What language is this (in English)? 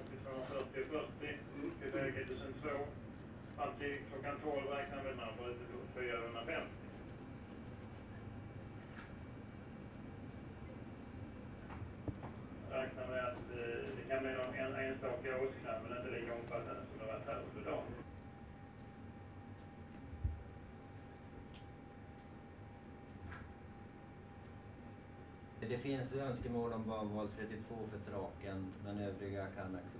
Swedish